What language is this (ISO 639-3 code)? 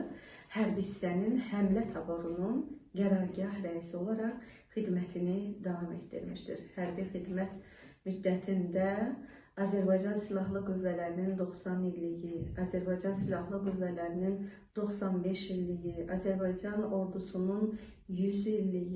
aze